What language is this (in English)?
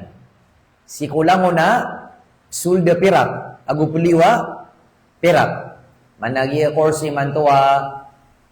Maranao